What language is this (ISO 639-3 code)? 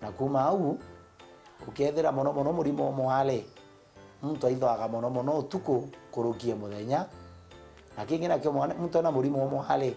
mer